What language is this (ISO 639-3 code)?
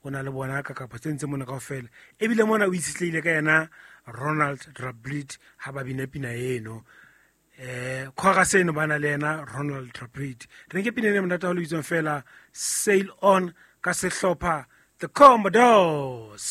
sot